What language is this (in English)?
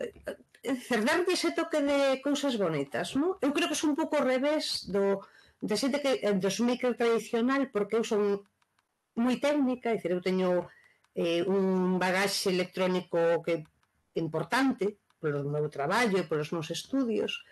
Galician